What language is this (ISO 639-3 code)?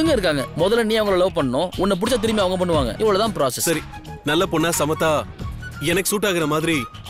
tam